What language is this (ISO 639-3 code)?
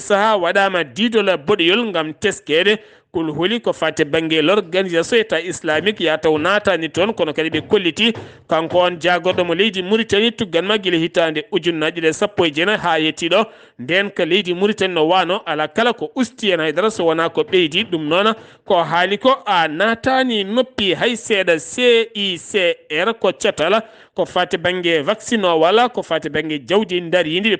ful